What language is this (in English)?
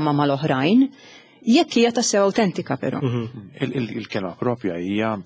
Maltese